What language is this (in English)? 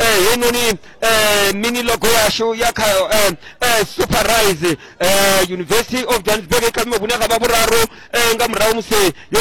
Venda